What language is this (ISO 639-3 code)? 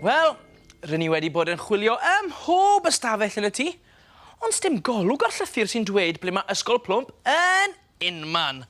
cym